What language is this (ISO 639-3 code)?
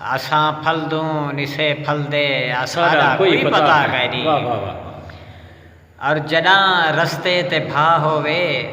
skr